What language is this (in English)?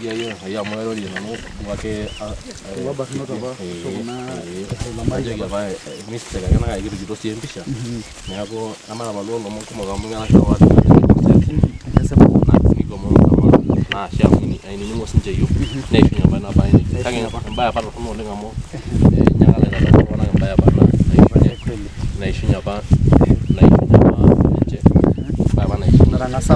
Masai